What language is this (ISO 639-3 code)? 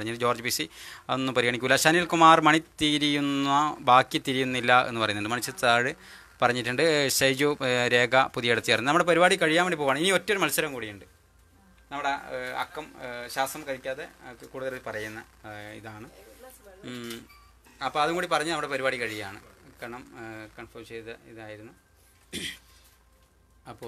mal